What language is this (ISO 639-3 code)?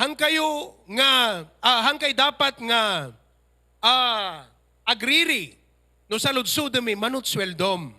ilo